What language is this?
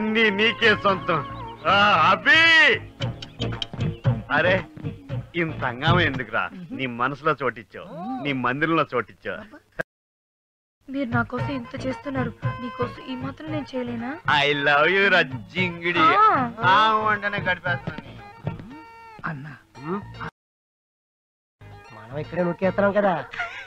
Telugu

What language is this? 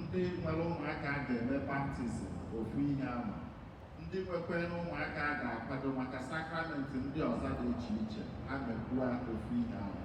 Igbo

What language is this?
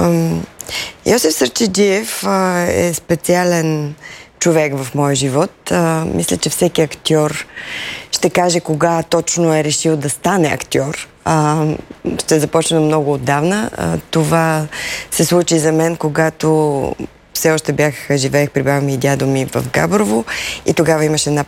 Bulgarian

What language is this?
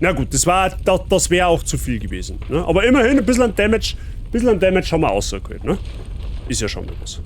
Bavarian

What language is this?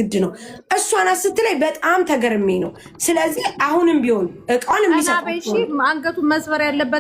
Amharic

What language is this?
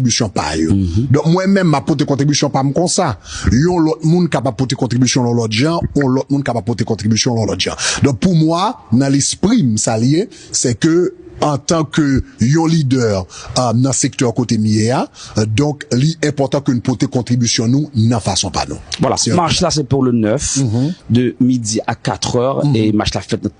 Haitian Creole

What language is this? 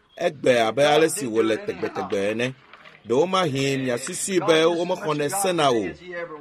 Ewe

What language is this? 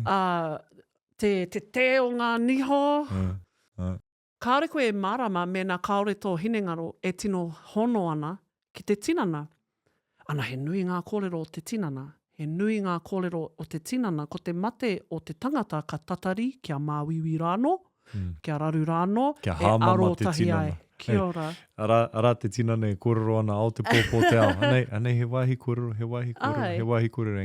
Māori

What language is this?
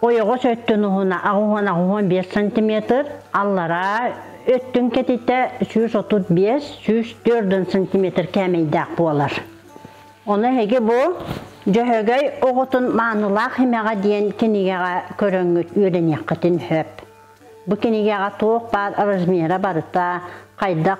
Yakut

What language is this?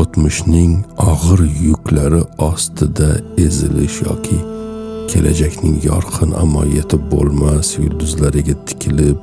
Uzbek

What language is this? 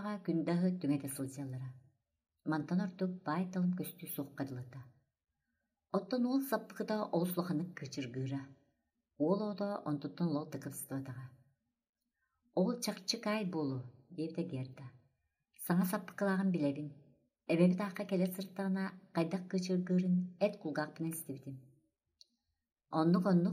Yakut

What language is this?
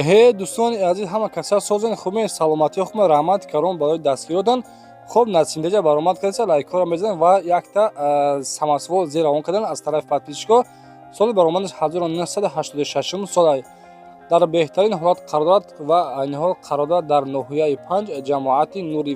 Tajik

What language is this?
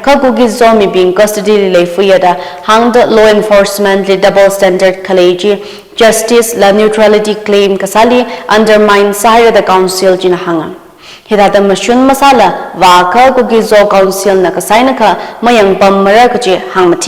Tangkhul Naga (India)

